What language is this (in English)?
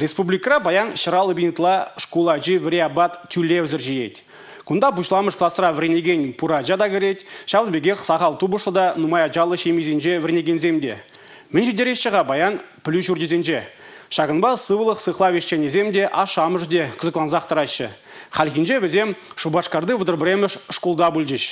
Chuvash